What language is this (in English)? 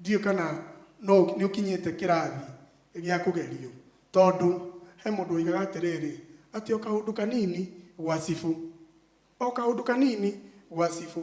Kikuyu